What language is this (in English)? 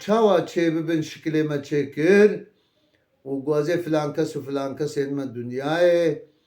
Kurdish